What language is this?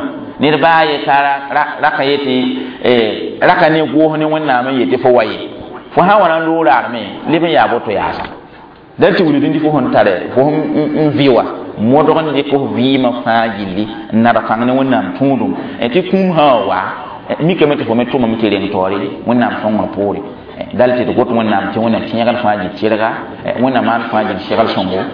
Mossi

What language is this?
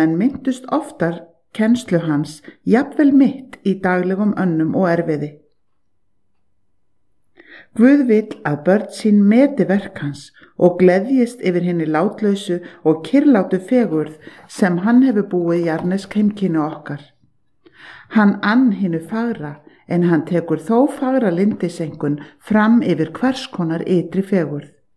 Icelandic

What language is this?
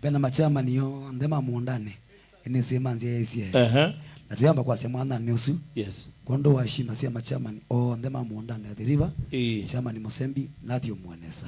Kamba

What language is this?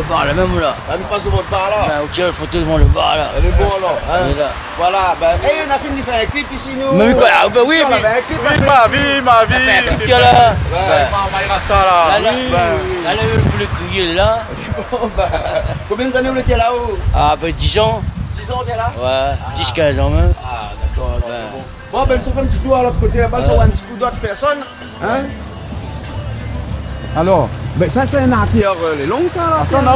Réunion Creole French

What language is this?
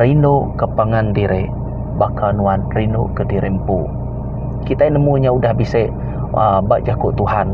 Iban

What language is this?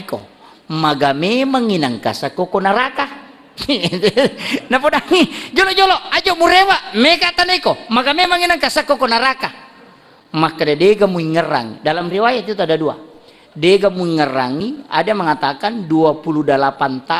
Buginese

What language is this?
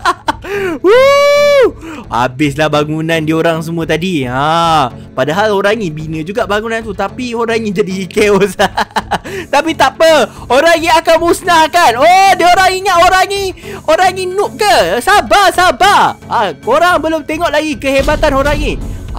Malay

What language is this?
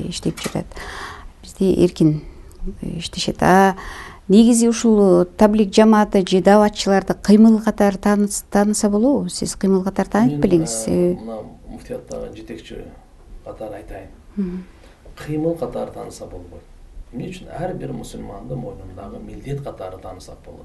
Kyrgyz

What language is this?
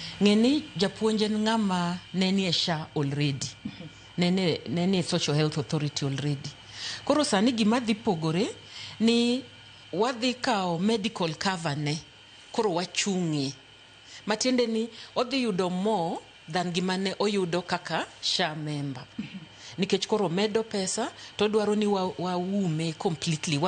Luo (Kenya and Tanzania)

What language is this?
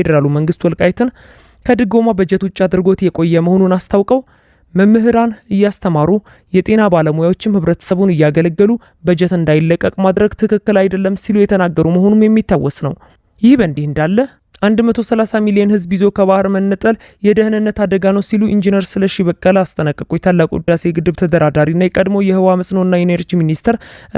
Amharic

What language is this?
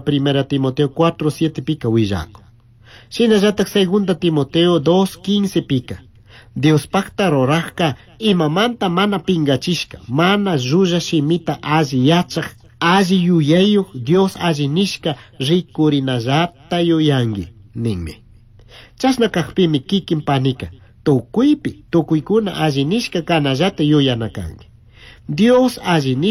Chimborazo Highland Quichua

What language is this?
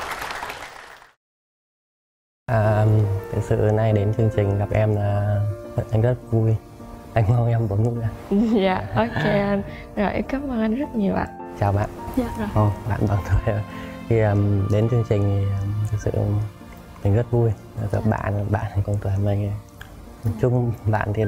Vietnamese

